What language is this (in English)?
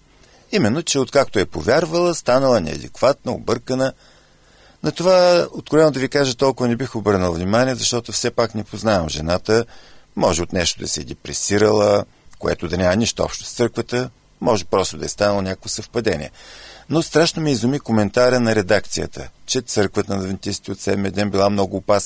Bulgarian